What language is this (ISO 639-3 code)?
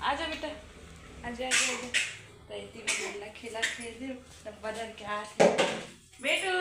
hne